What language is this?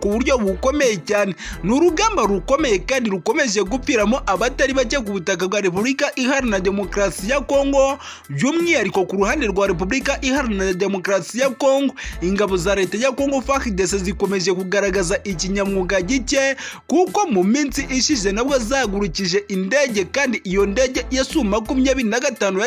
Kinyarwanda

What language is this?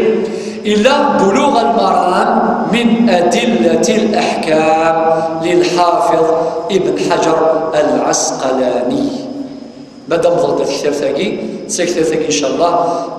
Kabyle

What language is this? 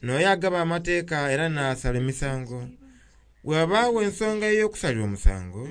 Soga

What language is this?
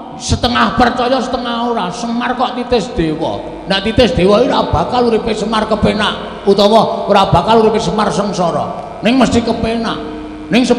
Javanese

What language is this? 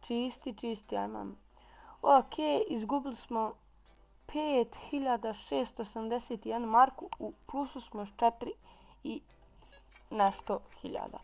Bosnian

